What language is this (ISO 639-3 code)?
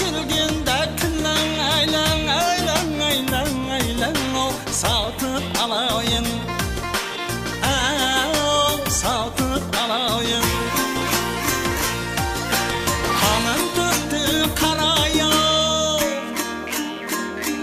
kaa